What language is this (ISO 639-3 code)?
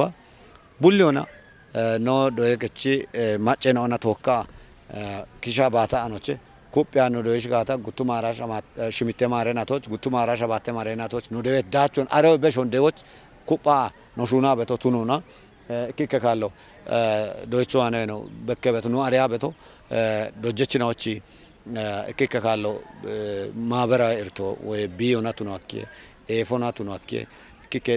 kbr